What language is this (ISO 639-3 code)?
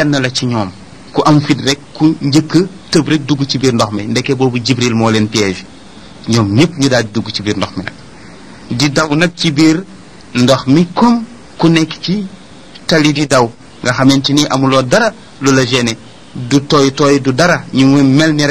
wol